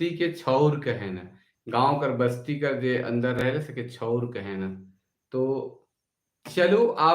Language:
Sadri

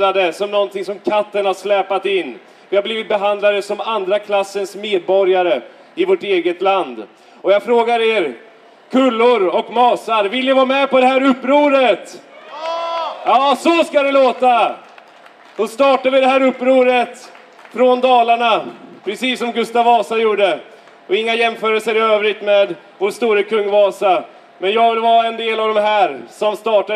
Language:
Swedish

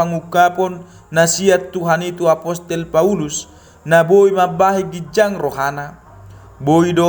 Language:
Batak Toba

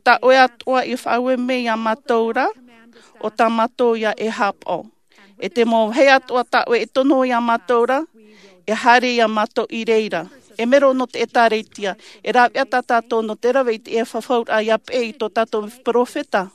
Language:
Tahitian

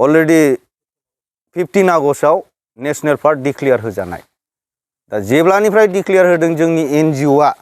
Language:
Bodo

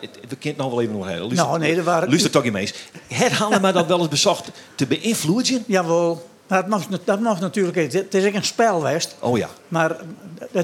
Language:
Western Frisian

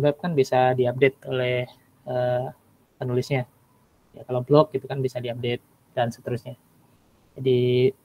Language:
Indonesian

